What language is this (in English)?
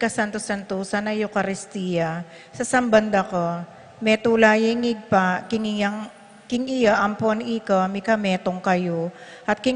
Pampanga